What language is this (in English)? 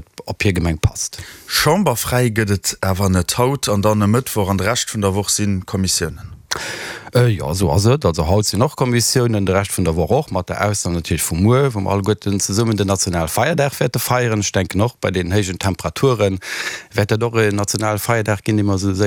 Luxembourgish